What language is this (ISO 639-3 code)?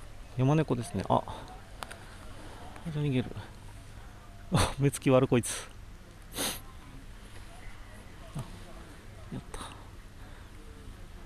jpn